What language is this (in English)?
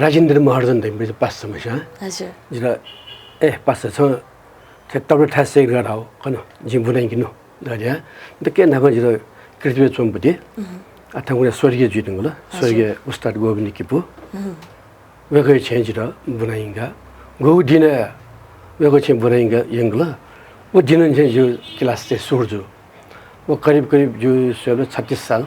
Newari